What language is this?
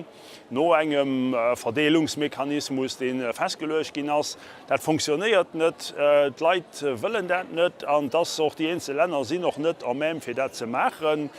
Luxembourgish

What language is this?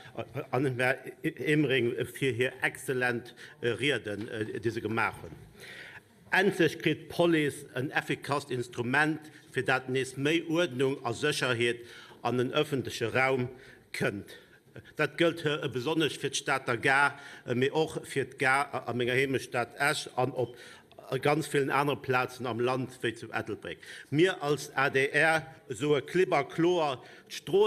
Luxembourgish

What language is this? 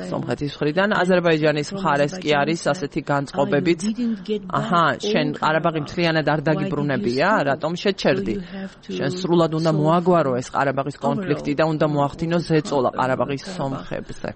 Georgian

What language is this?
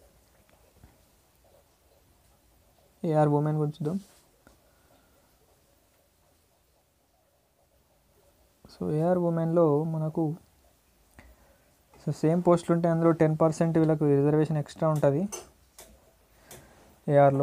Telugu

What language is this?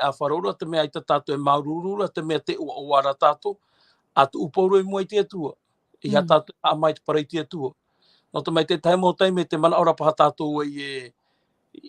Tahitian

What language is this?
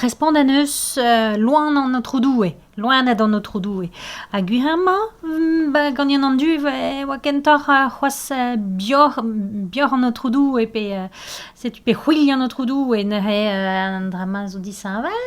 Breton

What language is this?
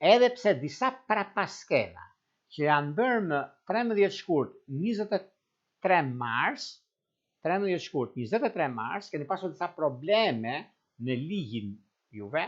Albanian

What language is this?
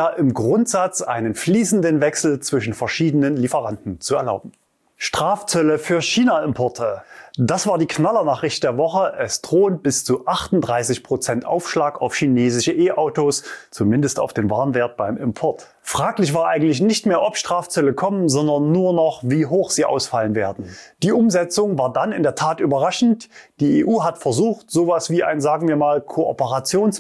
German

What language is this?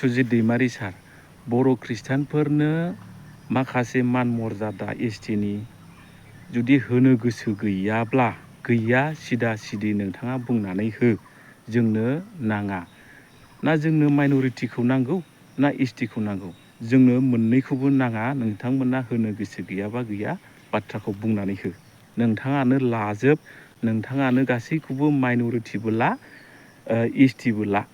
Bodo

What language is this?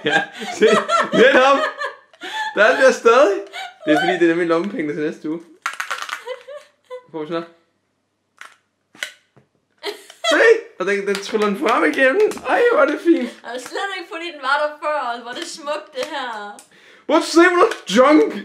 Danish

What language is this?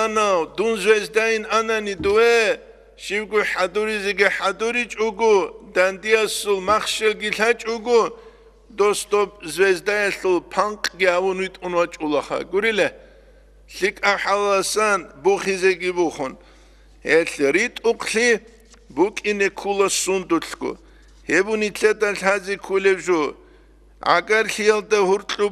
Avaric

